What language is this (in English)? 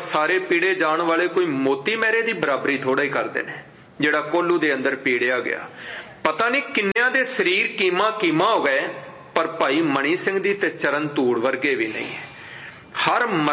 Punjabi